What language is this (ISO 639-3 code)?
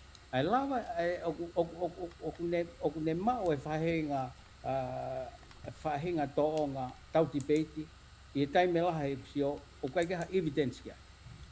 ton